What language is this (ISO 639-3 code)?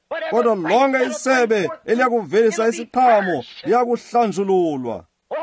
xho